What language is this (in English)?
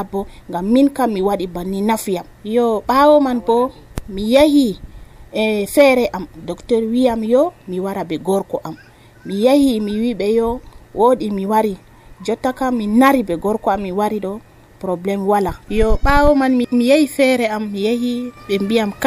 Nigerian Fulfulde